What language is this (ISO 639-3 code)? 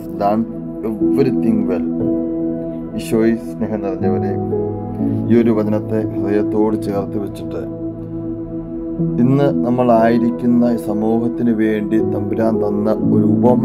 mal